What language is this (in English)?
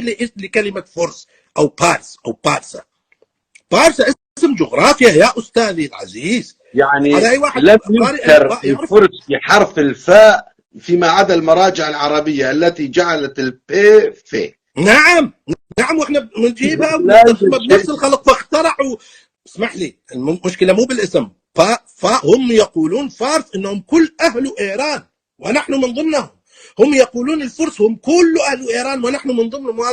North Levantine Arabic